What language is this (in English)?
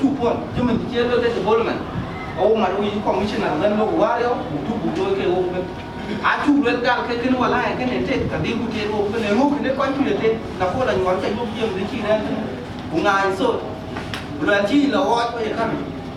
Dinka